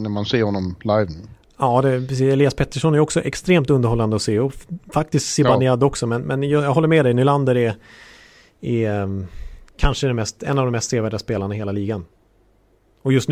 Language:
Swedish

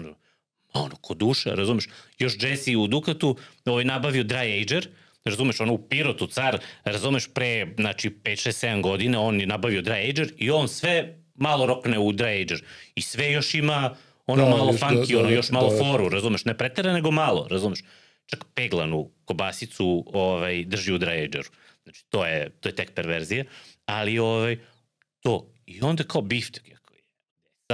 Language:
Serbian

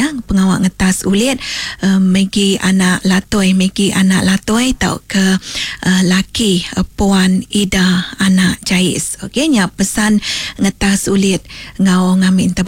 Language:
Iban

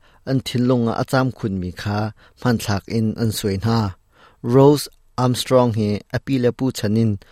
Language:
Hakha Chin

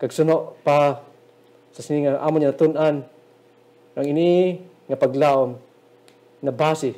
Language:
Hiligaynon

